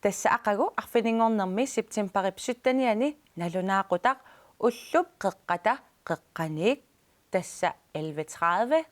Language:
Kalaallisut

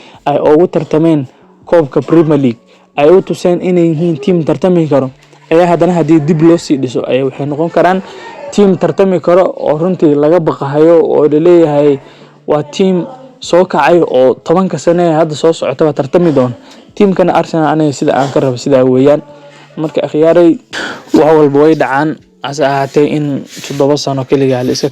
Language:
Somali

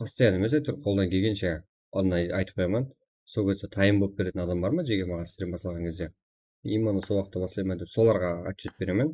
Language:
Kara-Kalpak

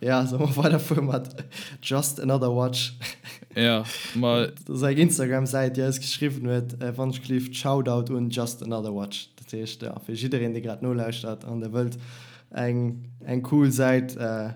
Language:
Luxembourgish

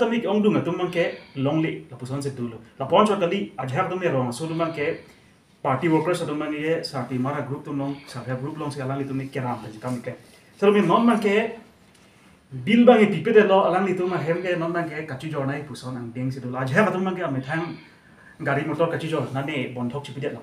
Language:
Karbi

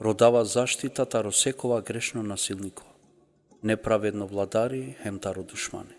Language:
Balkan Romani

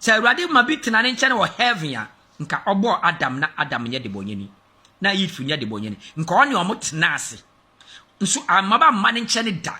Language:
Akan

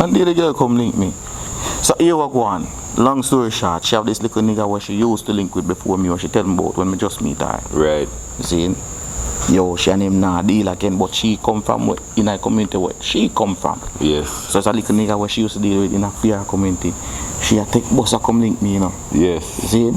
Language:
Jamaican Creole English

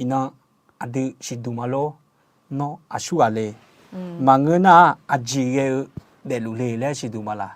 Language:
Akha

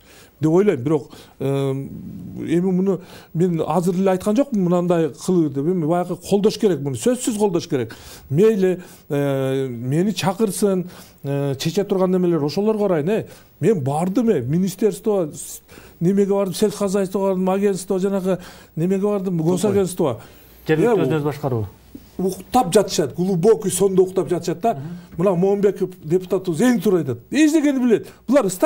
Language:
Kyrgyz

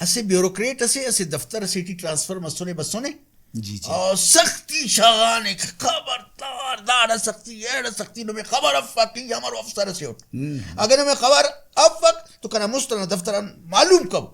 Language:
Brahui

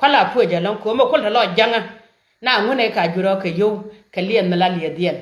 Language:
Nuer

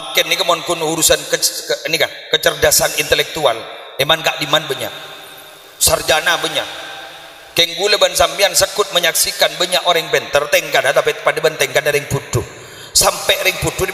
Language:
Madurese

